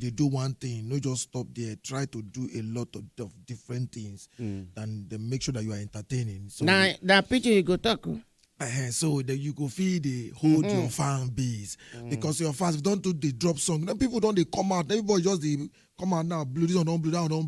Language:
Nigerian Pidgin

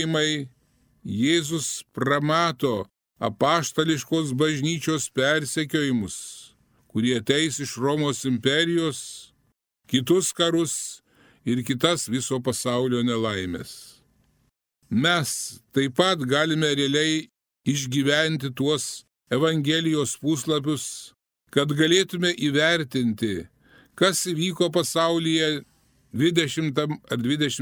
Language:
Lithuanian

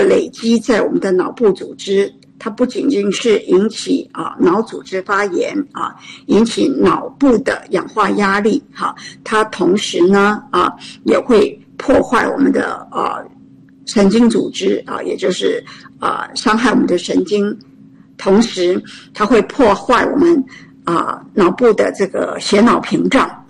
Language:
Chinese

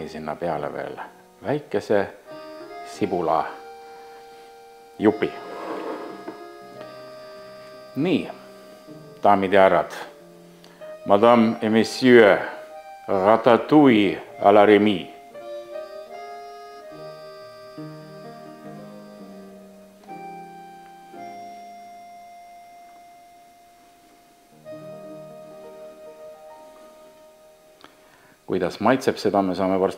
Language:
Estonian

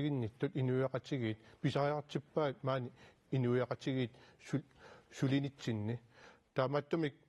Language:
Kalaallisut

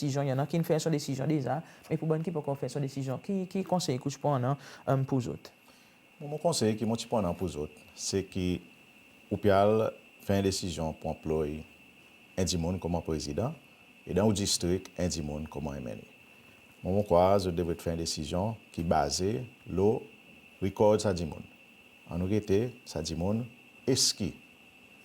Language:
Seselwa Creole French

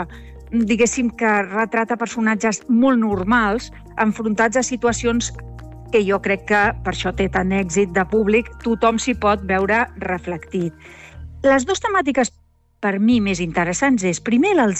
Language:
Catalan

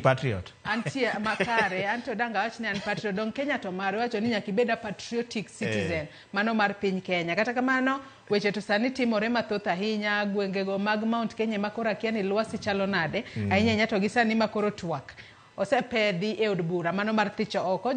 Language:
Luo (Kenya and Tanzania)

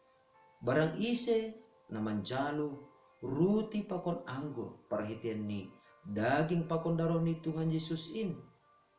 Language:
Batak Simalungun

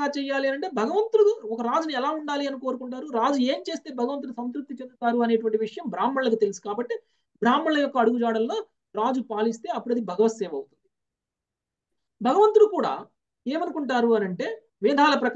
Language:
Telugu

